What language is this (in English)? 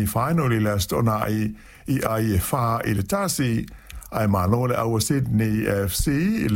Samoan